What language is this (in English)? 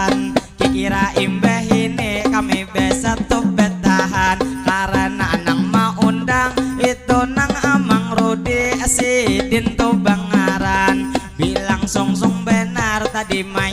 Banjar